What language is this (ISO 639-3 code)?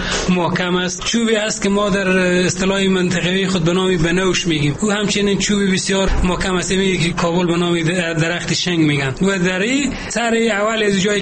fas